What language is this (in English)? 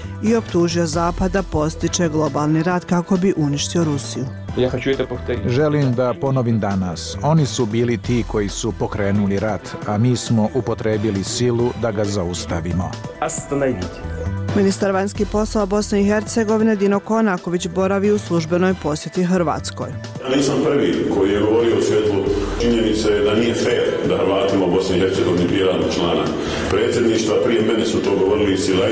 Bosnian